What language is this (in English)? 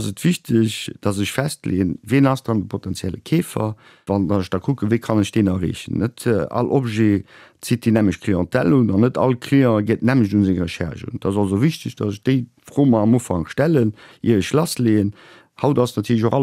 Luxembourgish